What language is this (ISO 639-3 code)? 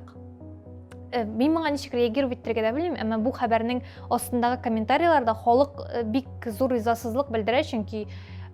tat